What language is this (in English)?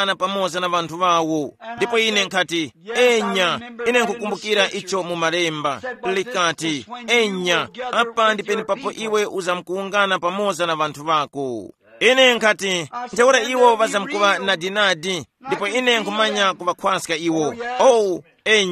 Tumbuka